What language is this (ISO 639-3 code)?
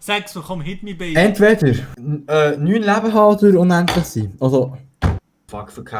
gsw